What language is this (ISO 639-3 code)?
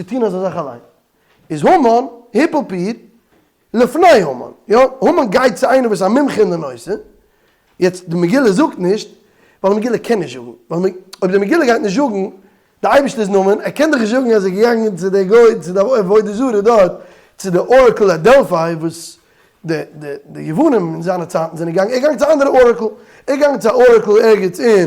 yid